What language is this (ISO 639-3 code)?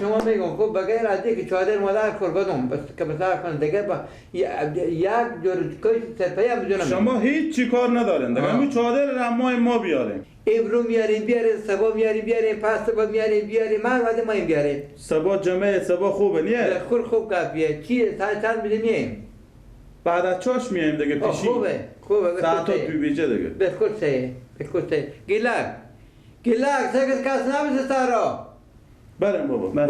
fas